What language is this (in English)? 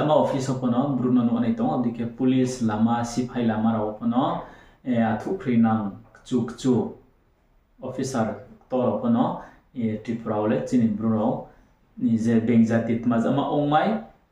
Riang (India)